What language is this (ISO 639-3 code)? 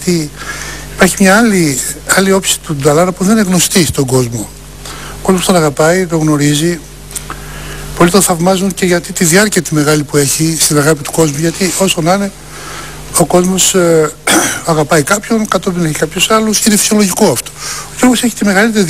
ell